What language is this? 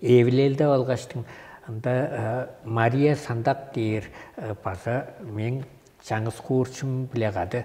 Tuvinian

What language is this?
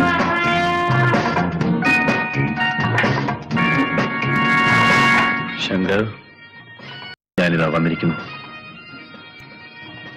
Malayalam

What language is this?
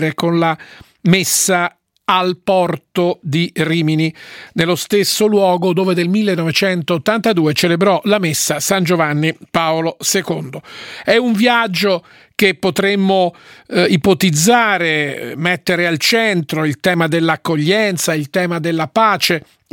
Italian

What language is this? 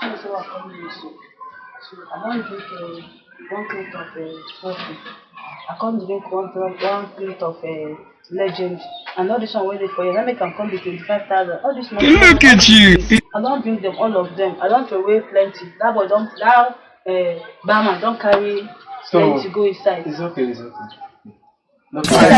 Nigerian Pidgin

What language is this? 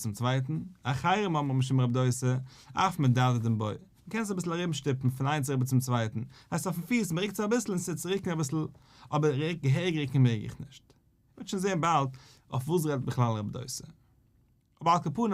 Yiddish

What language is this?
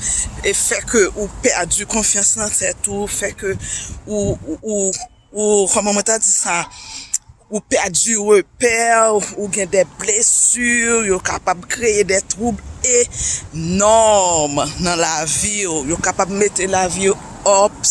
Haitian Creole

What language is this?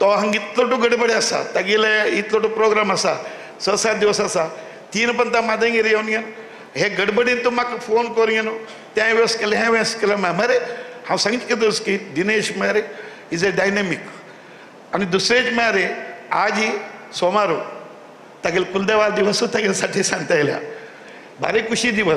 Konkani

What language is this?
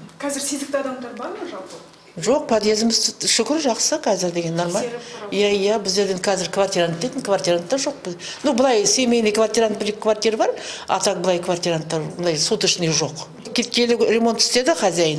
Kazakh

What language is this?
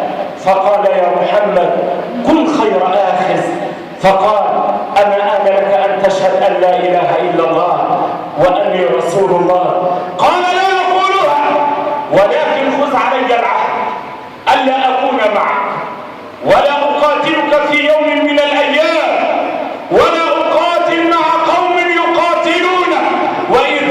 Egyptian Arabic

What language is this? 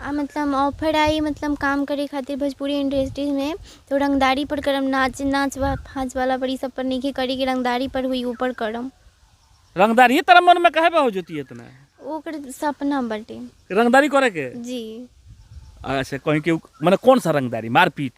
Bhojpuri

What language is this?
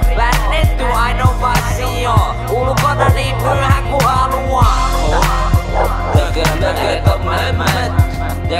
Finnish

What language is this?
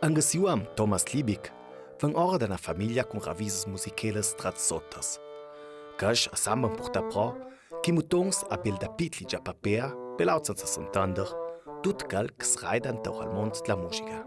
Ladin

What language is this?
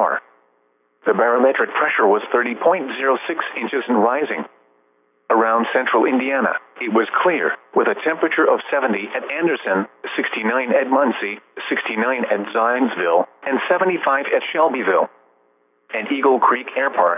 English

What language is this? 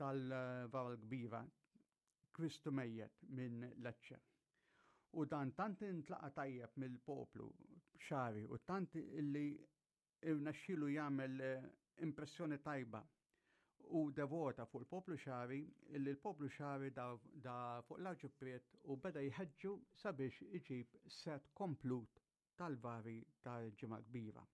Maltese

